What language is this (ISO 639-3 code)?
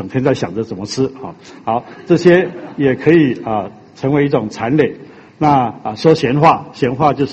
zho